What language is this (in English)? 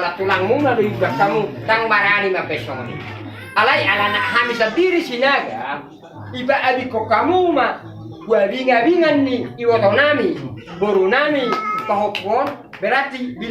Batak Toba